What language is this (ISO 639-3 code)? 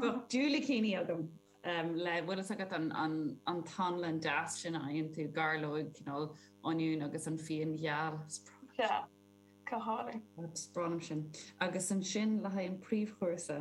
gle